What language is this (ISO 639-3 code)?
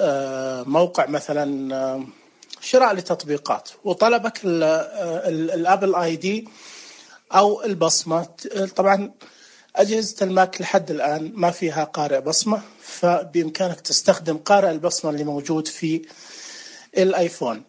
ars